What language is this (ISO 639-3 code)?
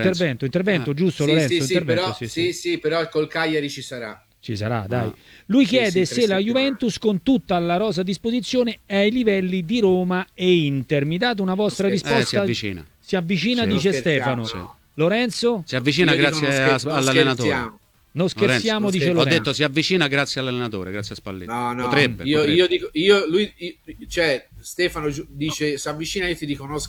ita